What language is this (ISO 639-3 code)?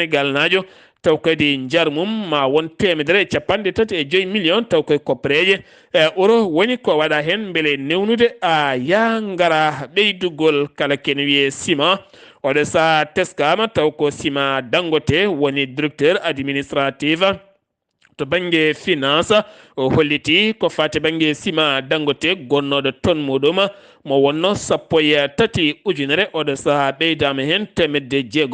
ful